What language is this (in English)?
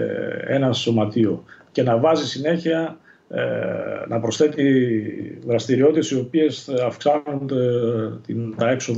Greek